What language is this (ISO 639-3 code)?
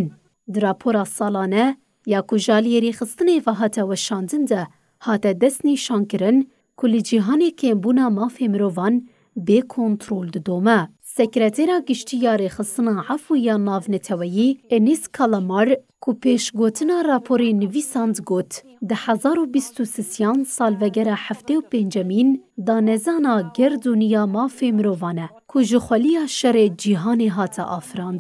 kur